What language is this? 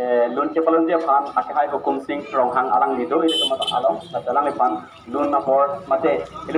Karbi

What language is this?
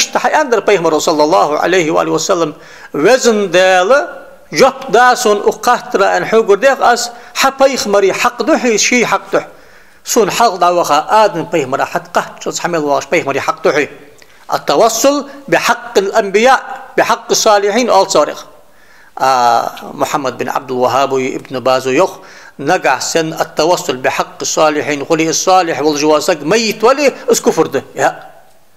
Ingush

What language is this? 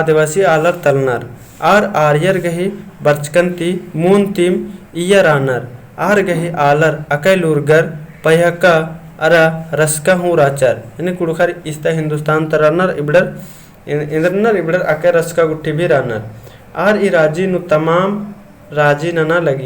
Kurukh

